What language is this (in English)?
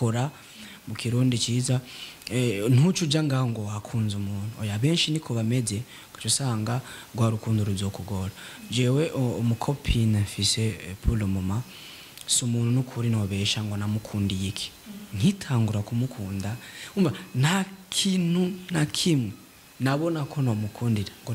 Rundi